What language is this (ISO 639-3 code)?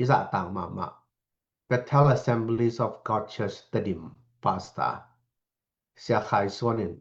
ctd